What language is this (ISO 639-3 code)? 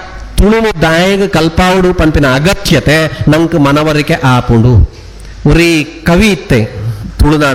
tcy